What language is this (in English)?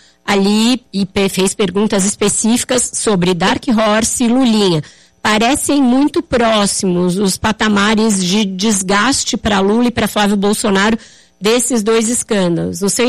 Portuguese